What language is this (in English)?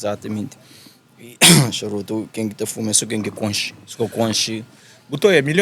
Kabuverdianu